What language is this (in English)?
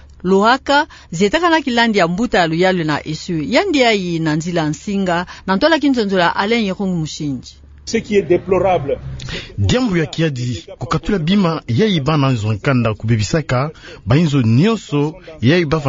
Kituba (Democratic Republic of Congo)